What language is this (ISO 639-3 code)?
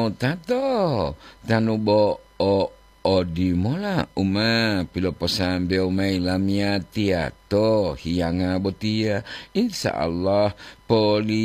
gor